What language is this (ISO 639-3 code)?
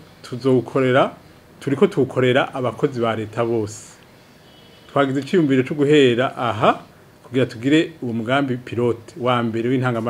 run